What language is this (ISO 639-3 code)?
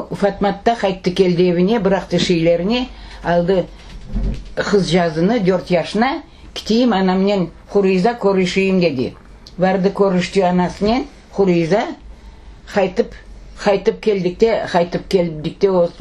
crh